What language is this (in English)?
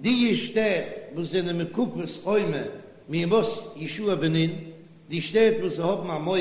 Yiddish